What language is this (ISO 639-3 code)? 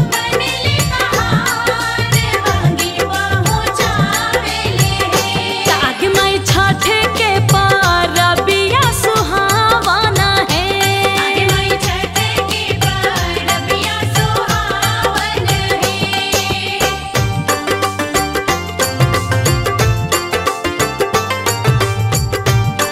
bho